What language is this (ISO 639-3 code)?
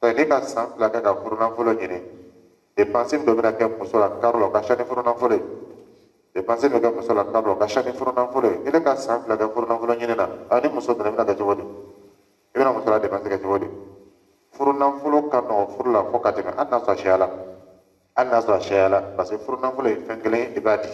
dyu